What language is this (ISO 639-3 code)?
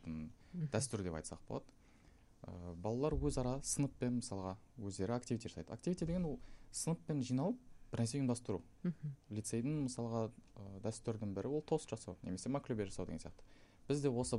kaz